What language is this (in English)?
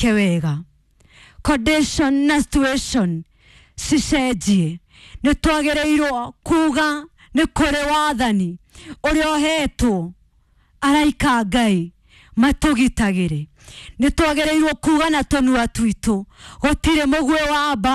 Kikuyu